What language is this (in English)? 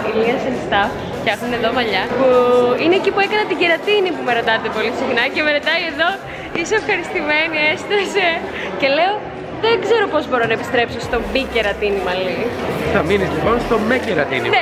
Greek